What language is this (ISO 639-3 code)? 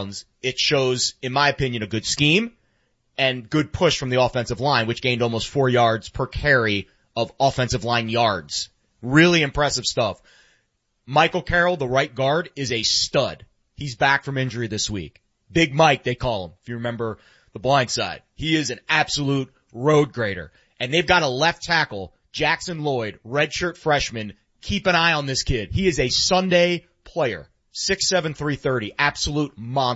eng